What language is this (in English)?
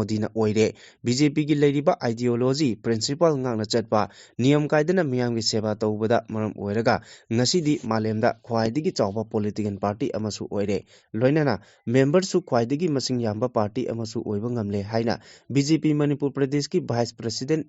Manipuri